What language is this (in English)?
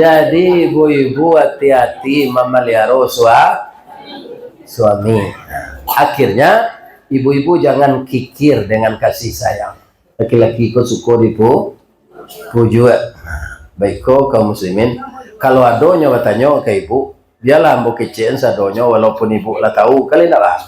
Minangkabau